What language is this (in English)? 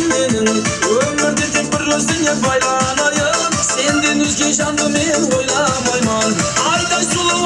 Kara-Kalpak